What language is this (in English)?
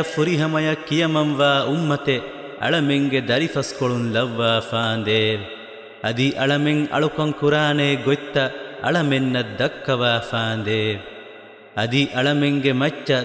Divehi